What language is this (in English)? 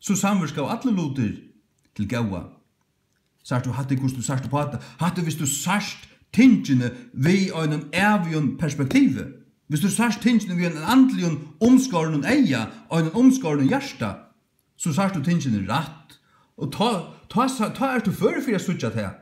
Faroese